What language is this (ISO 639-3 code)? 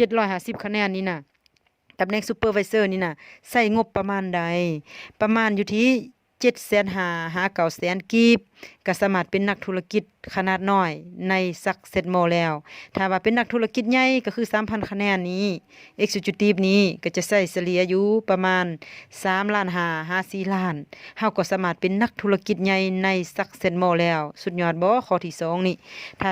lao